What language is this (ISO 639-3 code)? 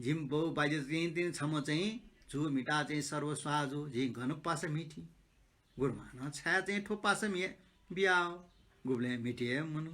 new